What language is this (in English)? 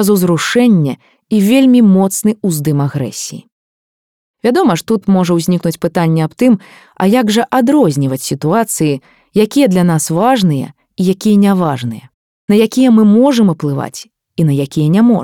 Belarusian